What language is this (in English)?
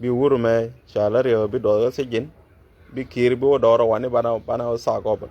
Nuer